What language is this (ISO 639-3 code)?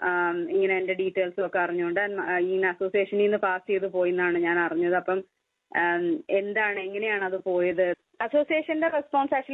mal